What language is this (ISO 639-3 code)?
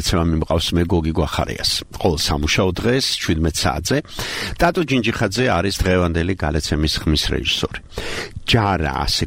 kat